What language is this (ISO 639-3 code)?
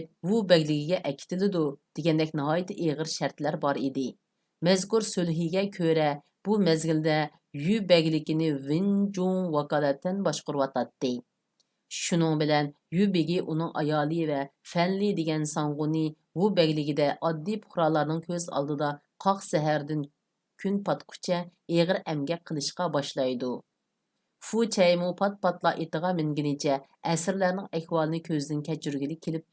uig